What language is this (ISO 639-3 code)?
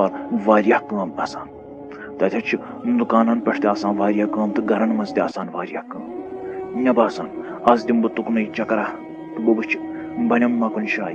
kas